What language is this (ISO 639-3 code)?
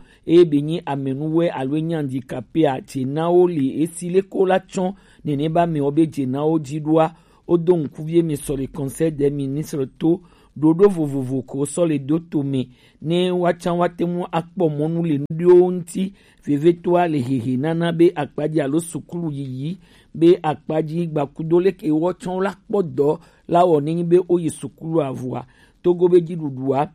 gej